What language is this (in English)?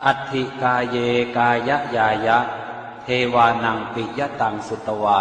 Pali